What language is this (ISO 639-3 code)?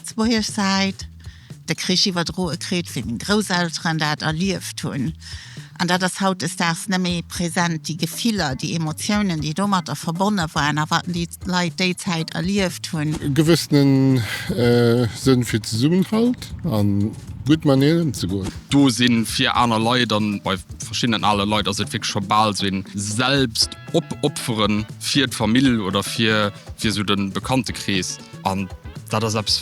ltz